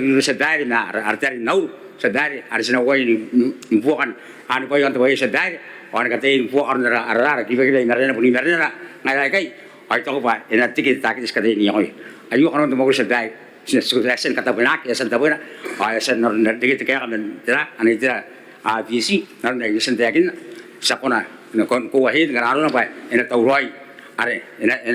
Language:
Gilbertese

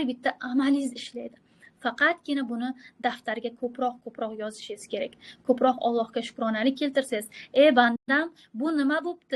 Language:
Uzbek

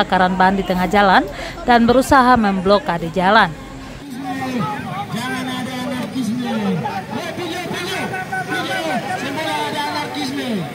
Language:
Indonesian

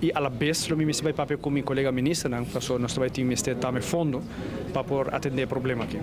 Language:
Papiamento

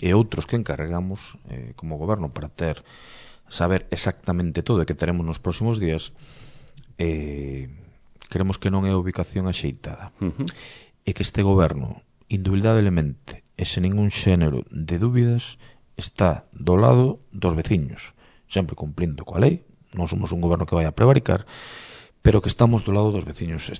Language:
Galician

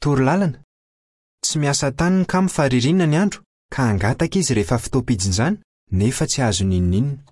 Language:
Malagasy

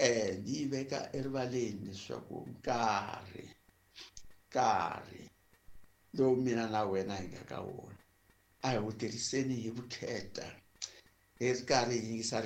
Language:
Tsonga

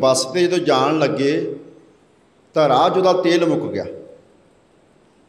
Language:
Punjabi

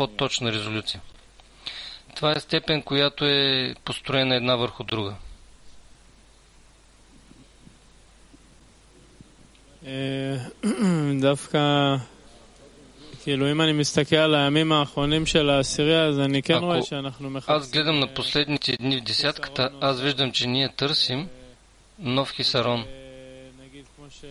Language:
Bulgarian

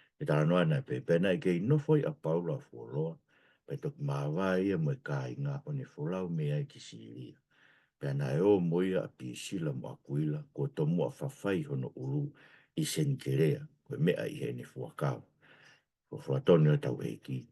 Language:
Tongan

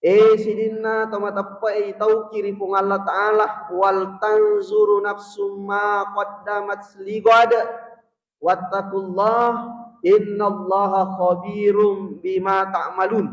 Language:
Buginese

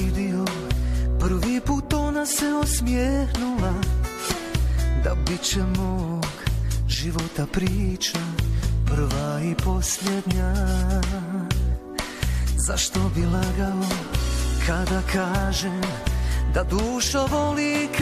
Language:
Bosnian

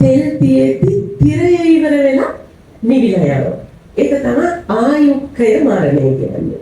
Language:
Sinhala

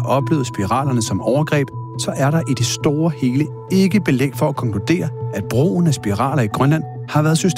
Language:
Danish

